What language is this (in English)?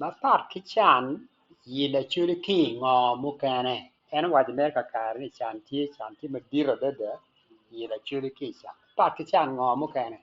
Acoli